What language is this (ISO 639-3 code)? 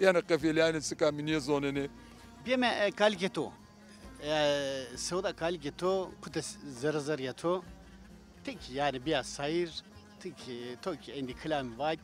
zza